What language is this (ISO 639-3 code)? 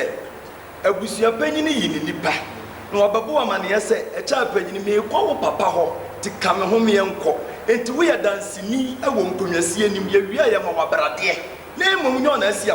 aka